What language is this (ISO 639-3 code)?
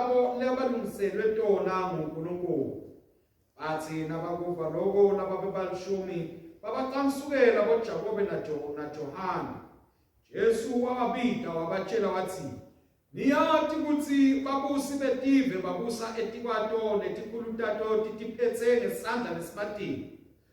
ssw